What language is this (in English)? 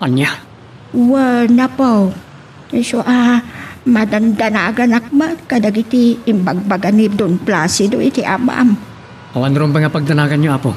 Iloko